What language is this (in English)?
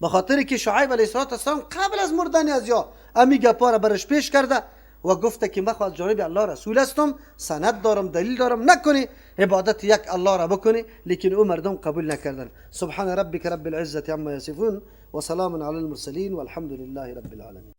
Persian